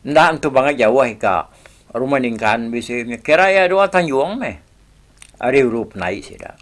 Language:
Iban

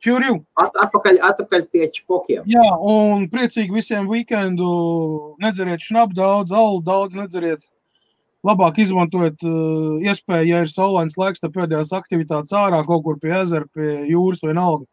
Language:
Latvian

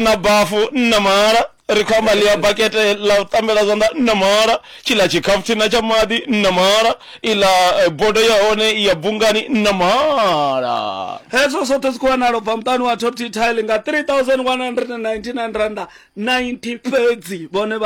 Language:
Venda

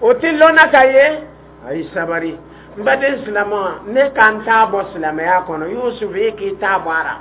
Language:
Dyula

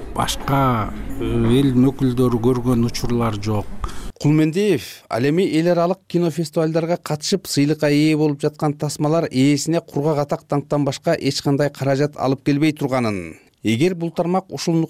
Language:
Kyrgyz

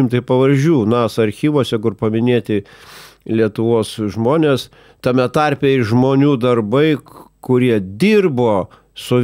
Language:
Lithuanian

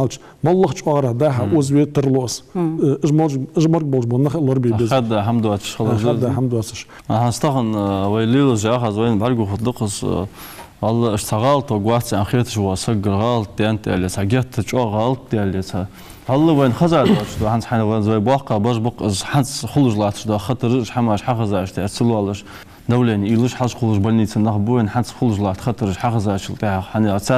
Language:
Ingush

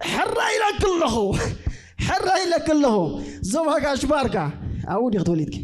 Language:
Tigrinya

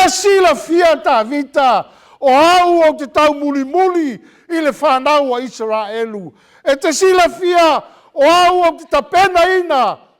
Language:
Samoan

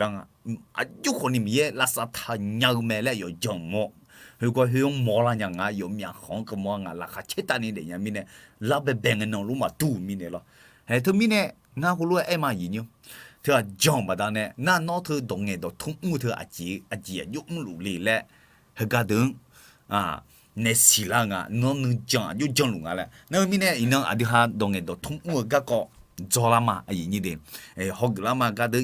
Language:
Akha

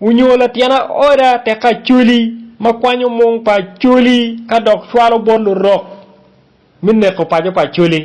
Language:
Acoli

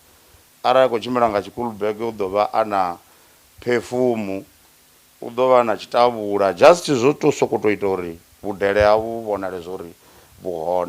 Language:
Venda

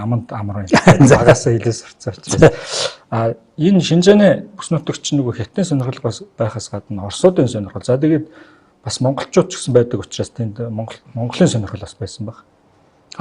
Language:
Mongolian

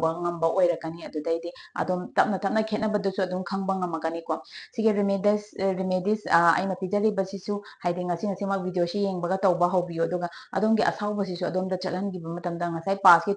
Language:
Manipuri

